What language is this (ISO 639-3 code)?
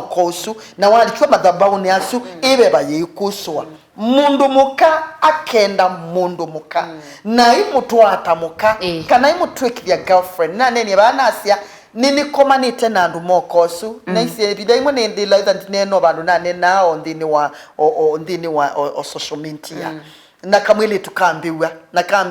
kam